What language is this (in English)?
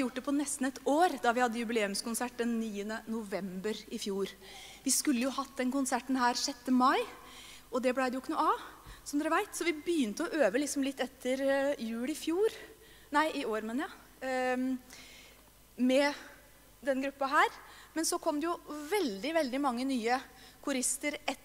Norwegian